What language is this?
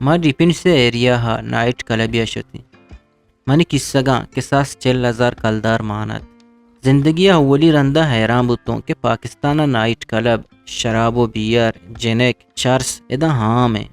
Eastern Balochi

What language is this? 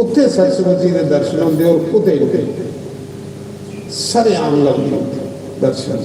Dogri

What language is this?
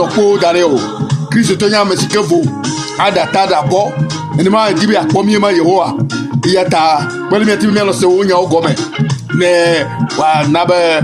Ewe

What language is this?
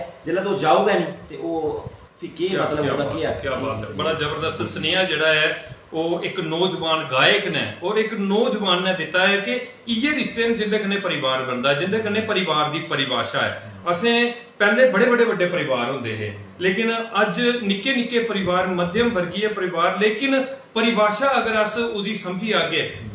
Dogri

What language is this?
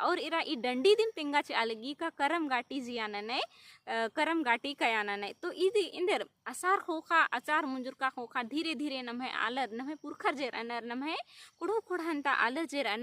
Kurukh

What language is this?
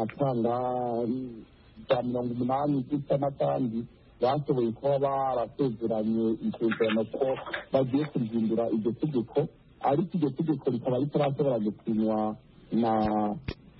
Kinyarwanda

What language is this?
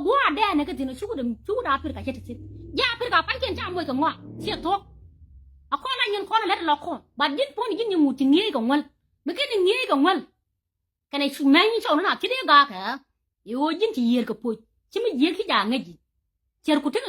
Nuer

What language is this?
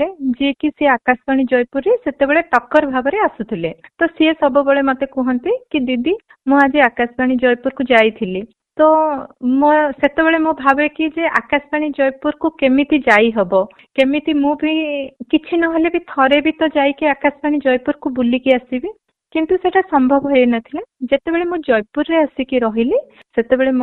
Odia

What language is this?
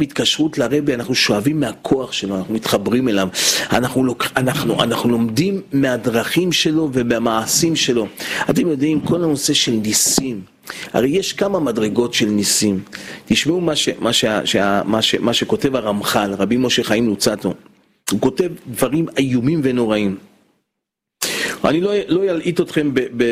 Hebrew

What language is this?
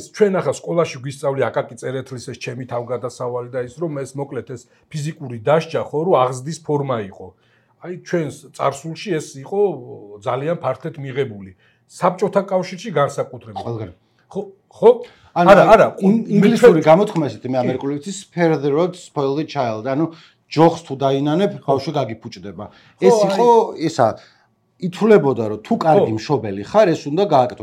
Georgian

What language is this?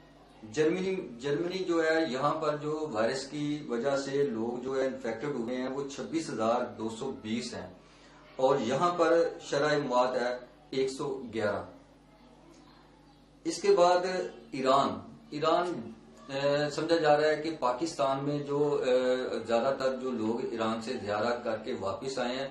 Urdu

